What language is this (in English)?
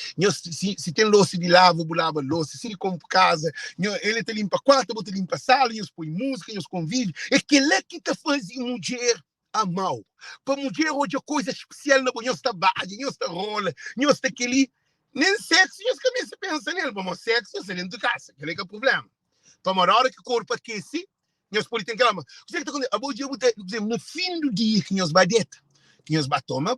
Kabuverdianu